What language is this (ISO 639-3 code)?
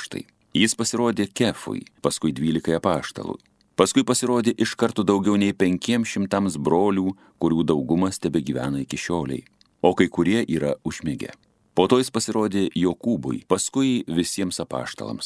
lit